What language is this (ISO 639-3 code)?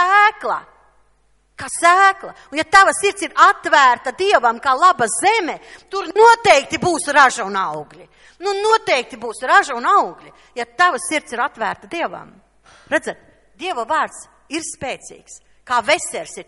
lav